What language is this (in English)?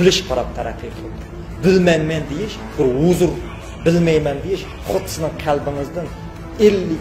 Uyghur